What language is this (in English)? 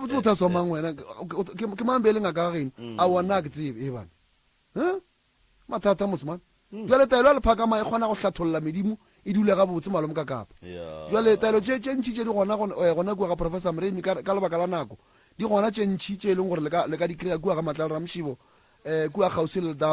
Northern Sotho